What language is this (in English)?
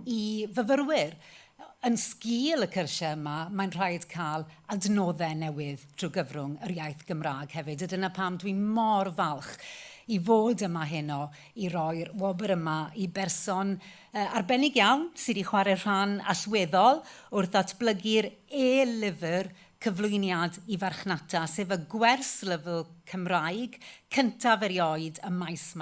Welsh